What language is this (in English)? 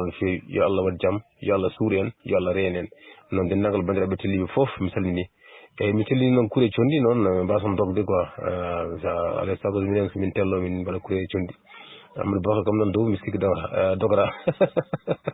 Fula